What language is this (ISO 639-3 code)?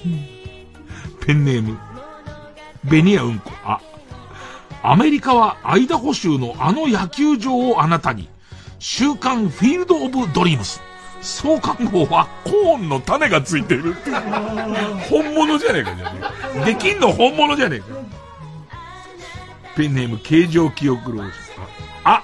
jpn